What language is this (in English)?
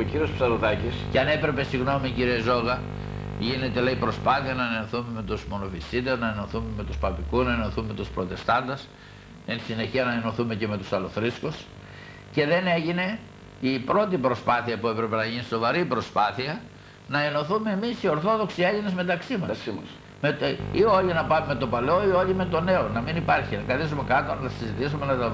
Greek